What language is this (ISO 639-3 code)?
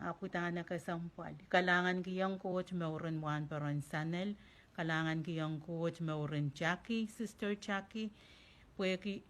pon